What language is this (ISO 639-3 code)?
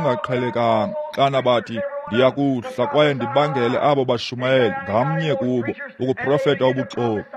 xho